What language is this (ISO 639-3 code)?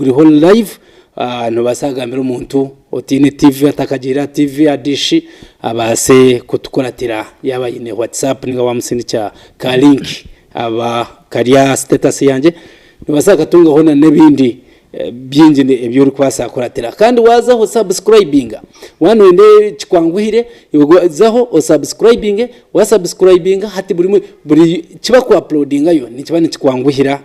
nyn